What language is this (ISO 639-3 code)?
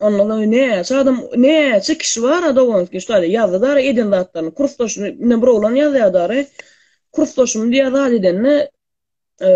tuk